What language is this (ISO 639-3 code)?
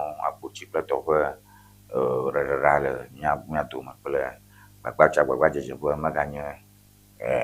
ewe